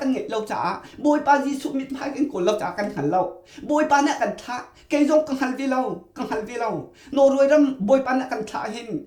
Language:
Hakha Chin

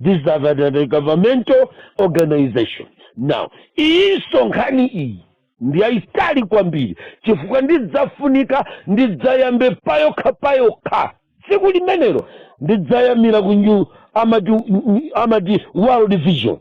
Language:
Nyanja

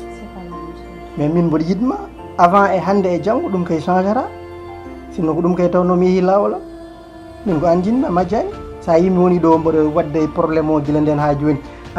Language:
Fula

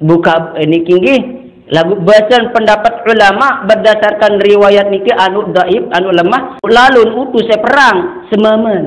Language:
Sasak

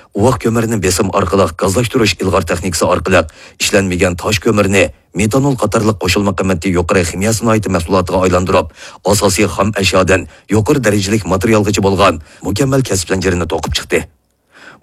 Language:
Uyghur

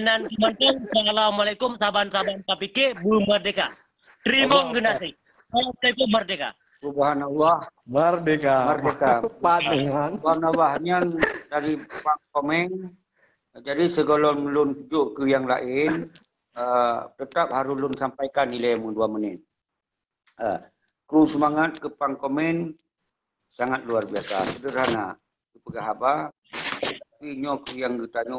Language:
Achinese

